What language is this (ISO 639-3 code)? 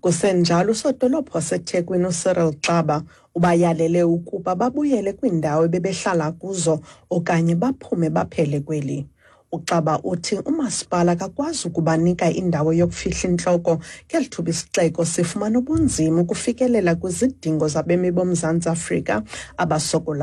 xho